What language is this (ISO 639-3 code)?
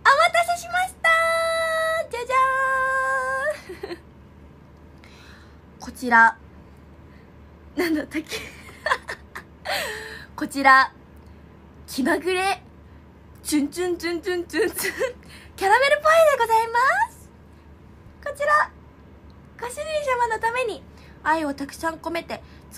jpn